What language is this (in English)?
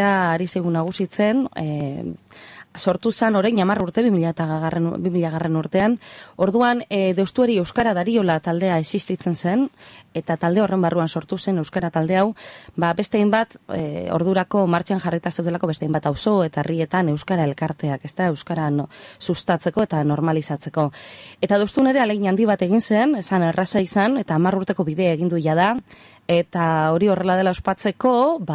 Basque